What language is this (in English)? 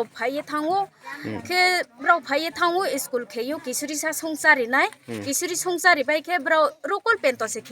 Riang (India)